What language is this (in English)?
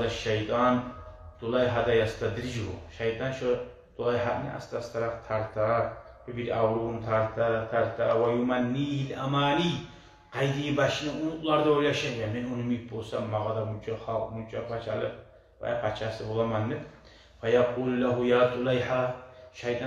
Kumyk